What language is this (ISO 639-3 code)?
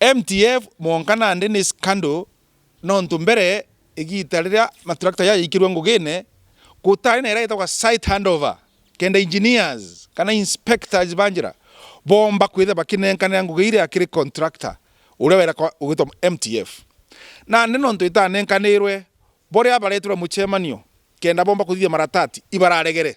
mer